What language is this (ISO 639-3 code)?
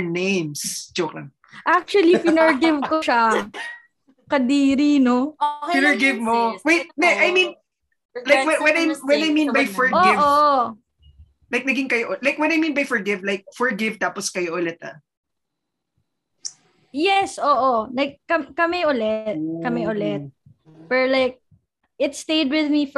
fil